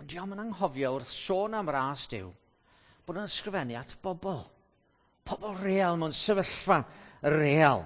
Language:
Welsh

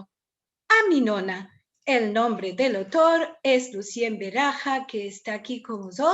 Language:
Ladino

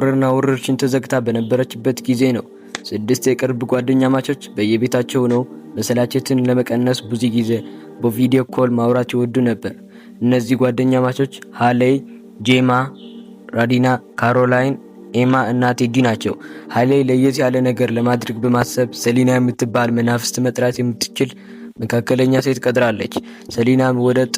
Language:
Amharic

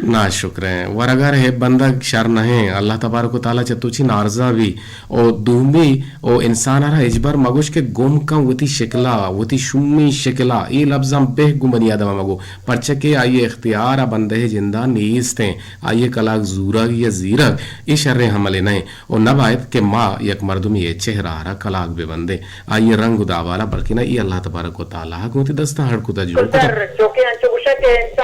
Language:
Eastern Balochi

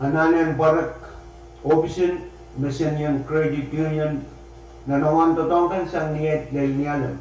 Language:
Pohnpeian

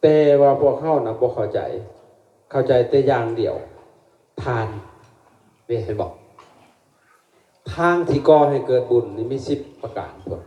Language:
Lao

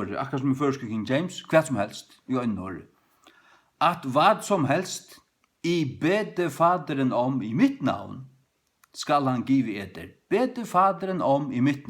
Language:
Faroese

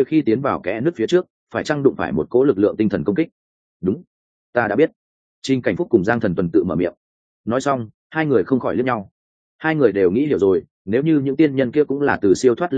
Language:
Vietnamese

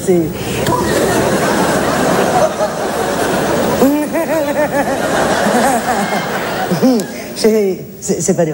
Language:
French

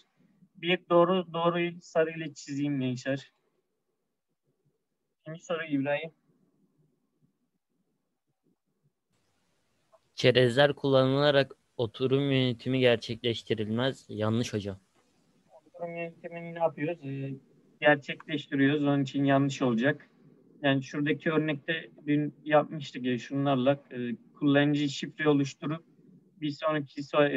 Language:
Turkish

